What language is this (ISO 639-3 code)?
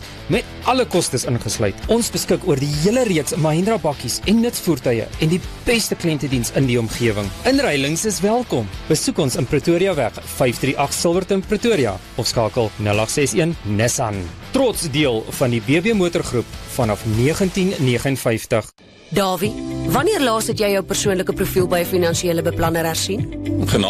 afr